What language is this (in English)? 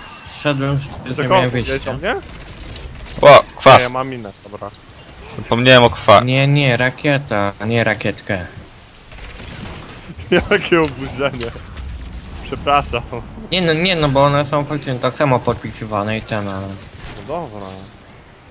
Polish